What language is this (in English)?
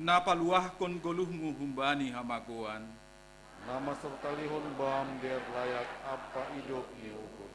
Batak Simalungun